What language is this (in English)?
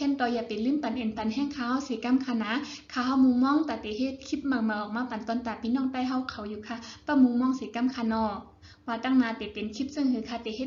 Shan